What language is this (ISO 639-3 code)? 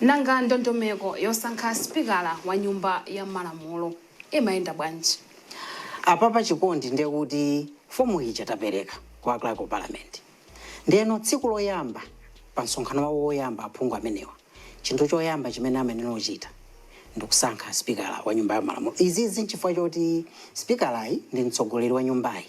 nya